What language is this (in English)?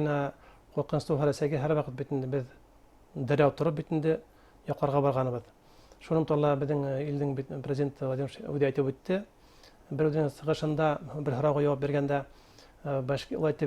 Bashkir